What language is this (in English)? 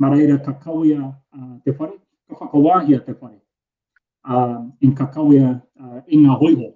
Māori